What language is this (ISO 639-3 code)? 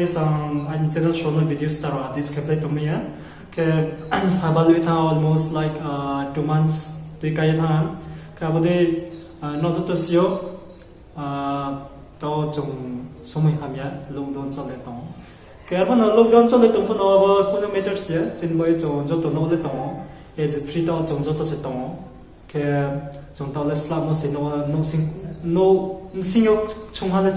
ria